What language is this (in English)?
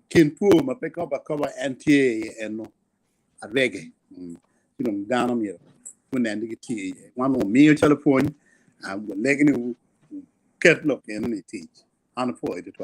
Acoli